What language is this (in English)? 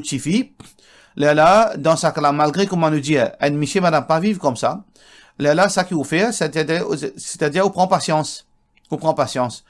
Morisyen